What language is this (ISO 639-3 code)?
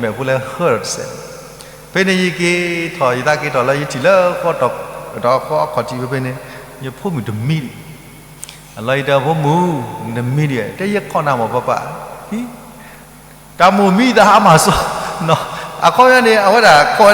ksw